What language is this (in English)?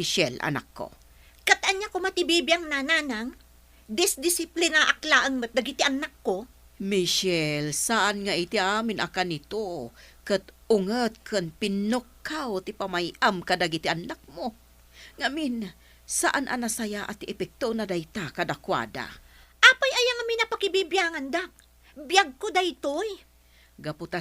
Iloko